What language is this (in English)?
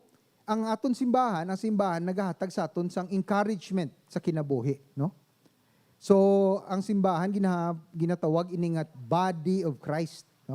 Hiligaynon